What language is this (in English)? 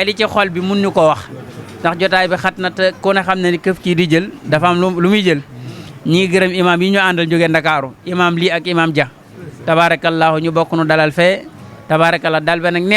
Wolof